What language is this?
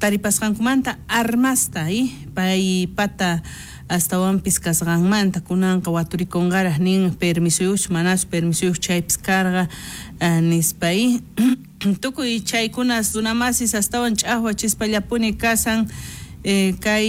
South Bolivian Quechua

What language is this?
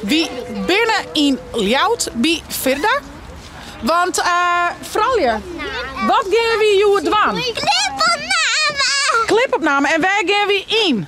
Western Frisian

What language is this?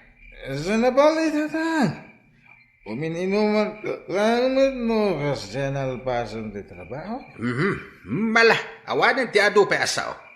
Iloko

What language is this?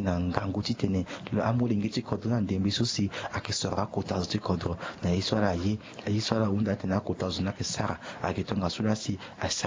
Sango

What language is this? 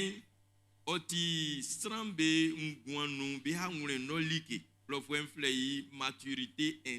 Baoulé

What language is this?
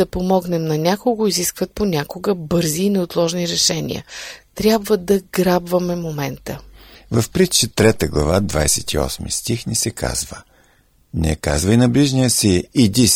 Bulgarian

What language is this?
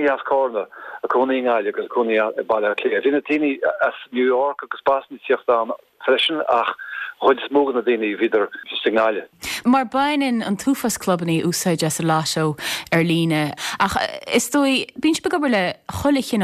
Irish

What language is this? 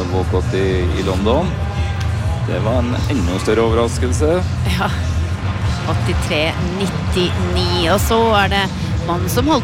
Norwegian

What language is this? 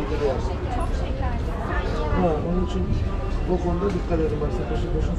Turkish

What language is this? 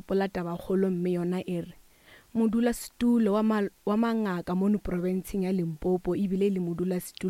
Northern Sotho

